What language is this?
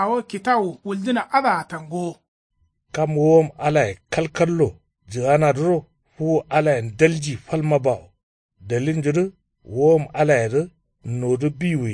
Kanuri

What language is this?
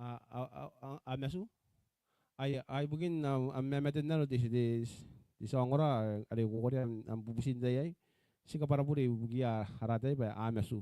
Gilbertese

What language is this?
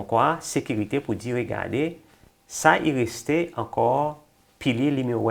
Seselwa Creole French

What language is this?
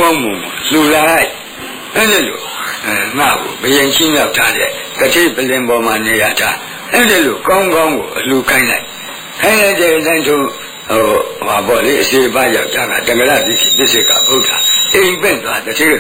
Burmese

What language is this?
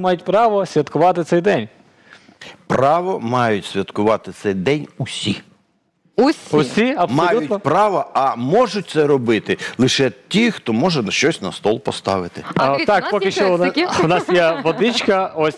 Ukrainian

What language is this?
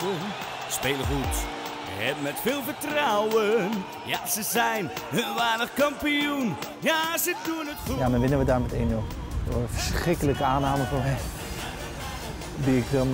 Dutch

